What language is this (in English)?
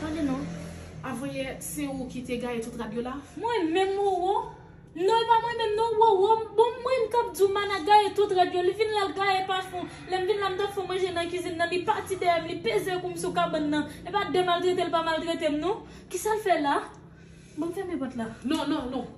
Haitian Creole